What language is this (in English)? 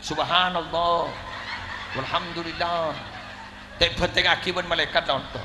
Madurese